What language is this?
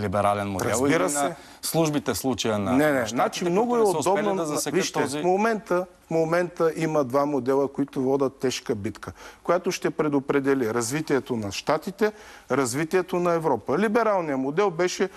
Bulgarian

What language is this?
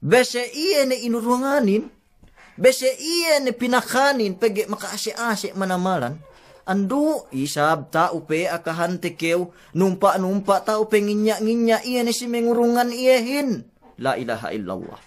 Yakan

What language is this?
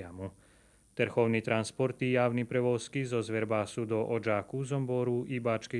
Rusyn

